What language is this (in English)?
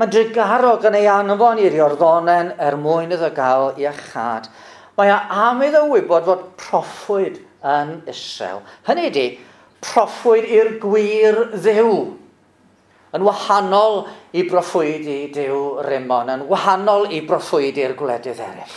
Welsh